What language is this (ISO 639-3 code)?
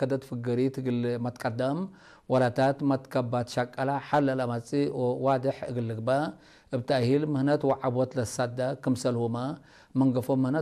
tig